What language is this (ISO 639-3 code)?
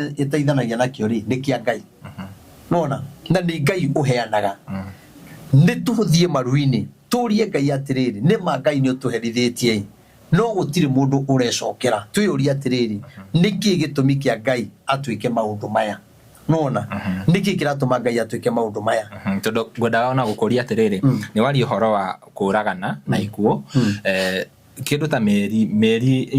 kik